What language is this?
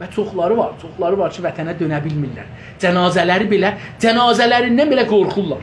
South Azerbaijani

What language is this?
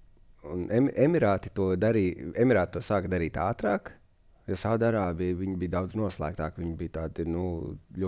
Latvian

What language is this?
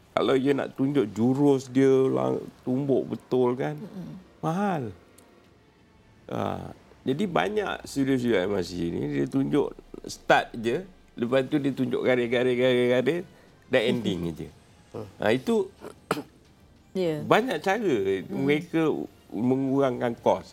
Malay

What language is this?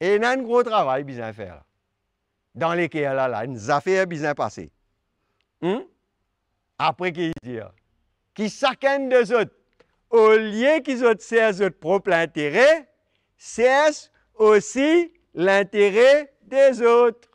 Morisyen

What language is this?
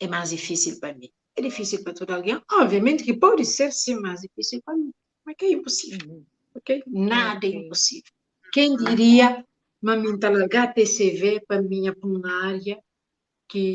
Kabuverdianu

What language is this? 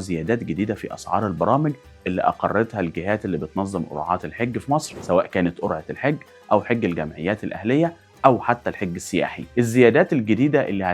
Egyptian Arabic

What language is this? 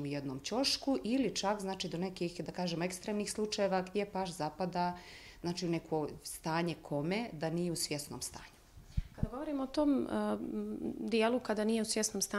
Bosnian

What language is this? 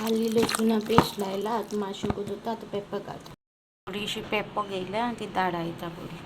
Konkani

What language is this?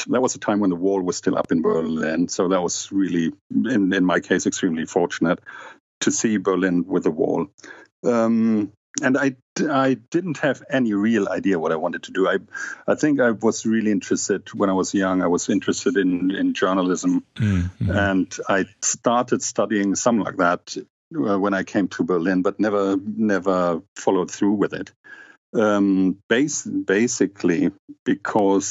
English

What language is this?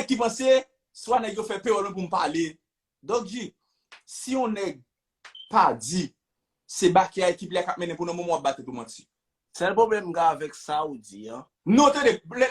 Haitian Creole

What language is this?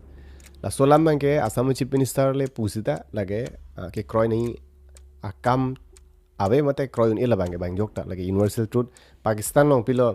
Karbi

